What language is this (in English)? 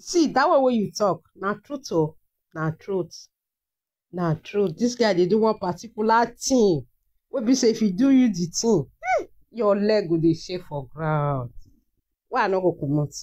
Nigerian Pidgin